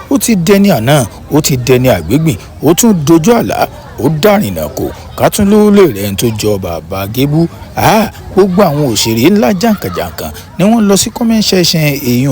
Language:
Yoruba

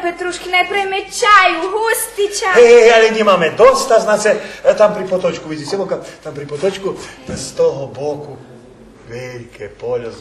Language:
Rusyn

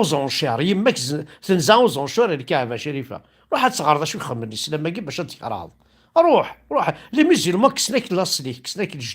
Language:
Kabyle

